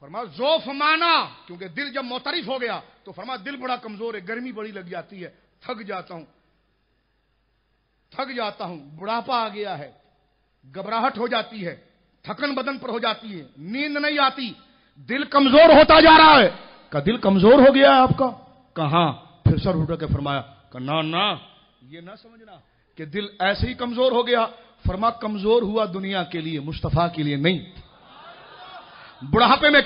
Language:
Urdu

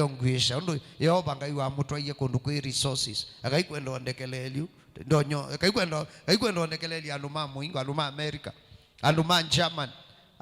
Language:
Kamba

